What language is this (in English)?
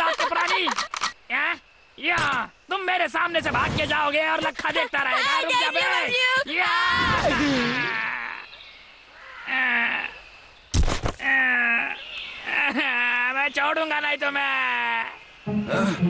Hindi